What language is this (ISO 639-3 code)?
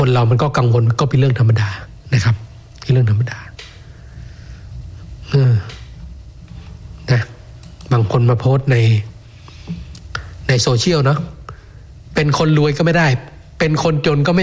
tha